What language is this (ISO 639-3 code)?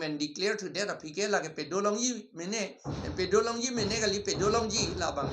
mjw